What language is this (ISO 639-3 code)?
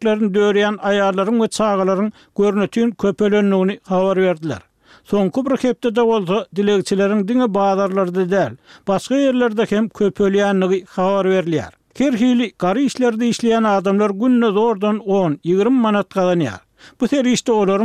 tuk